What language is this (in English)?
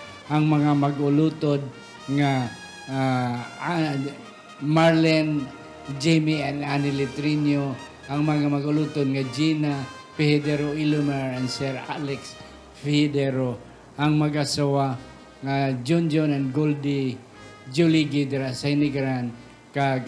Hiligaynon